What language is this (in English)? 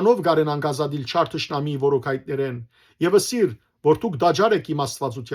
Western Armenian